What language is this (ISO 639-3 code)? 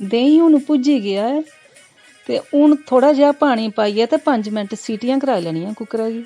doi